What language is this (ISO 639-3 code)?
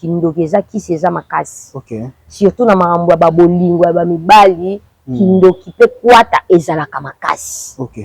lin